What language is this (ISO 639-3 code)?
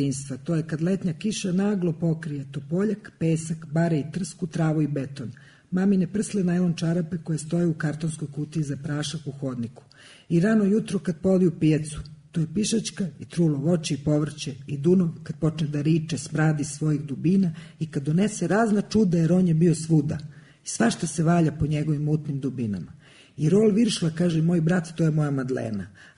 srp